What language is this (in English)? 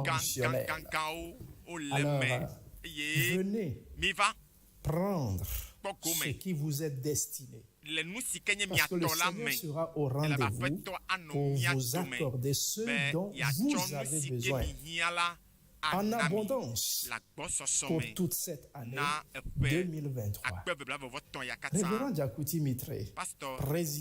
Ewe